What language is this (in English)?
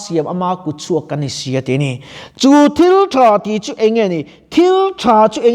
Mizo